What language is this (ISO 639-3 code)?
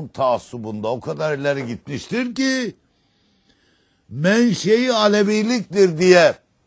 tur